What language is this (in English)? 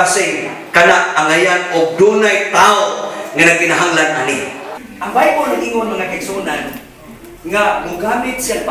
Cebuano